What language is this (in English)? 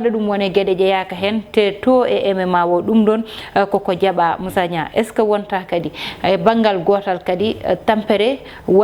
Fula